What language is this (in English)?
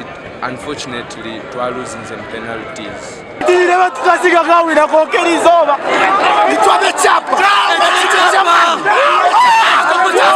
Nyankole